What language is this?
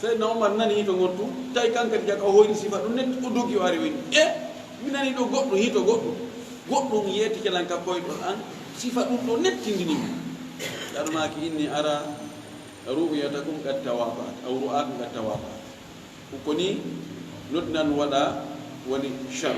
Fula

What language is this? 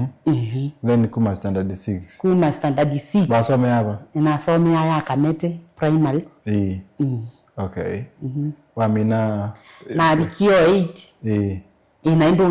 Kamba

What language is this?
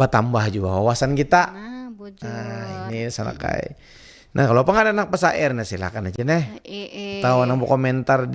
Banjar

